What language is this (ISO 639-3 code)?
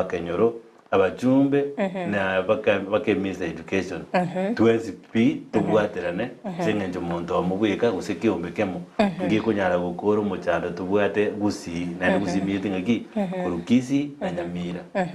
guz